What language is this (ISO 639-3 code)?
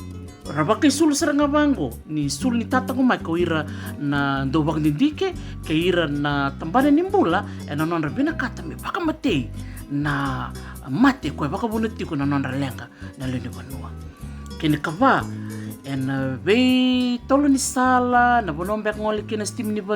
fij